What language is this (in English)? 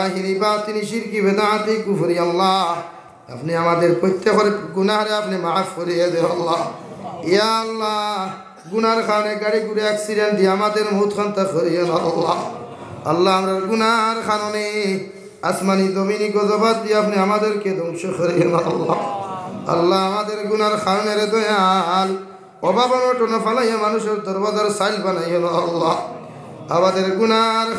Sylheti